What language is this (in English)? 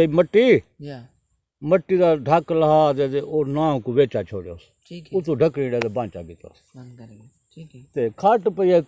Saraiki